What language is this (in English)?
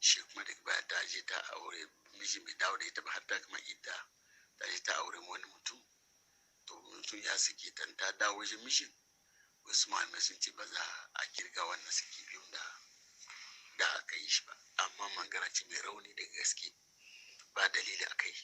Hausa